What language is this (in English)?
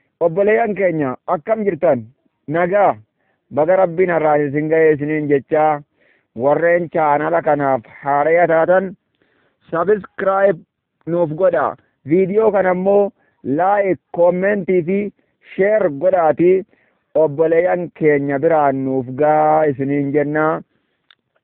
Oromo